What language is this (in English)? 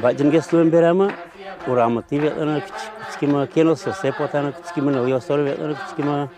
Udmurt